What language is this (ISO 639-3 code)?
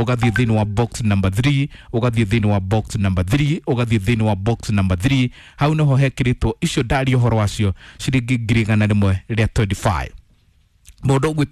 kik